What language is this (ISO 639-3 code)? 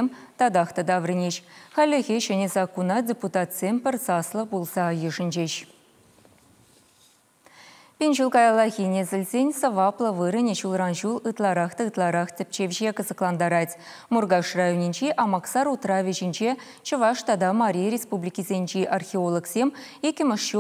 chv